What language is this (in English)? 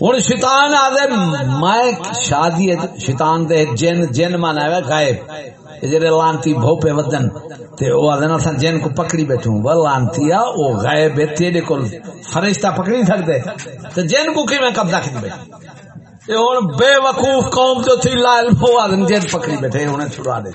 Saraiki